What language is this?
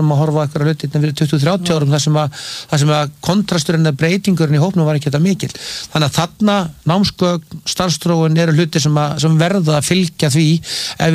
Icelandic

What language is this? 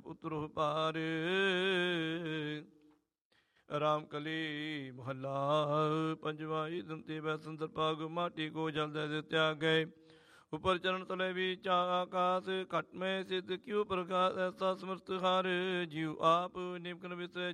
Punjabi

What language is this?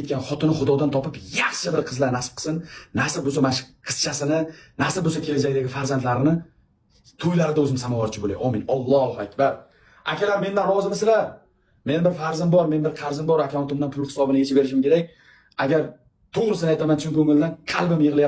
Uzbek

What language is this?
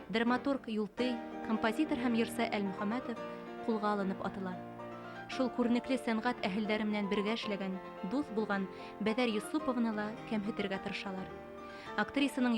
Bashkir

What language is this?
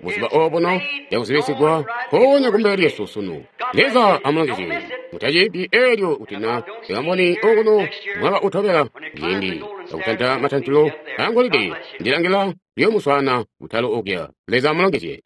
Tonga (Zambia)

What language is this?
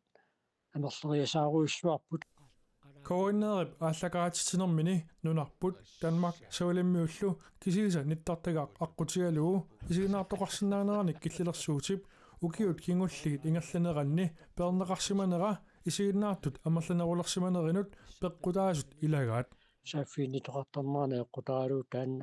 Kalaallisut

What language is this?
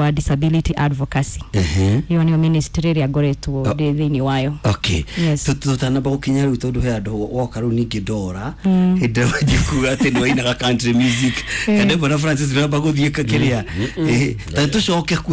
Kikuyu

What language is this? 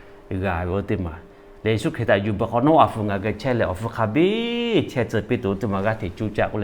Lahu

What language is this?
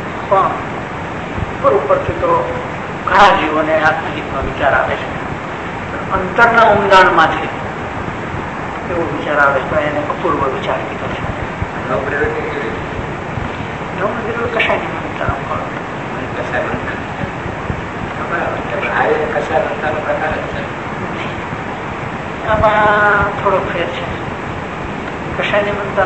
Gujarati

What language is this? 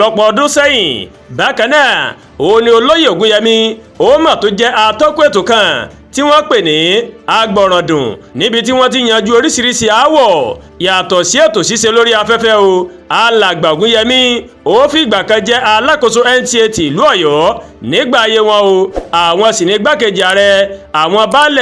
Yoruba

